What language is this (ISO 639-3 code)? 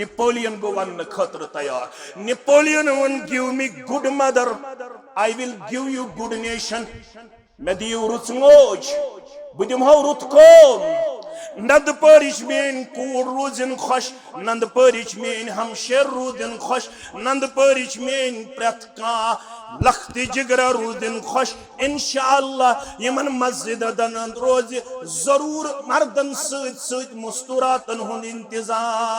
kas